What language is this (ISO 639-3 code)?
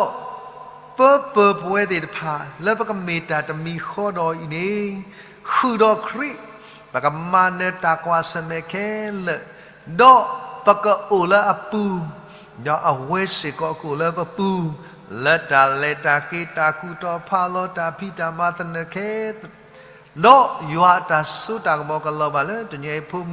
ksw